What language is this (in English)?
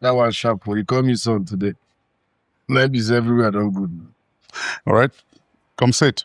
Nigerian Pidgin